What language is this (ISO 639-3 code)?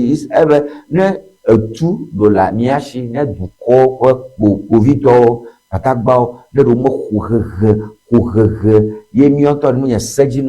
ewe